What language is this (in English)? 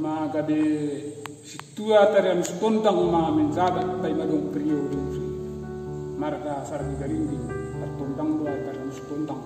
Batak Simalungun